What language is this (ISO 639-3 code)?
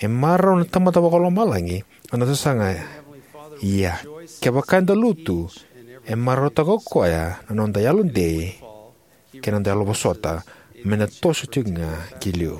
fij